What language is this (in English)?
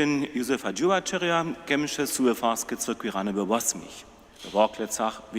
Upper Sorbian